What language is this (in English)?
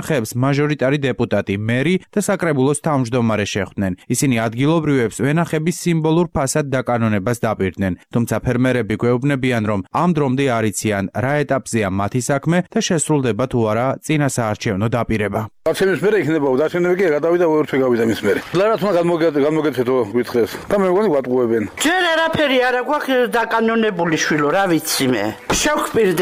Georgian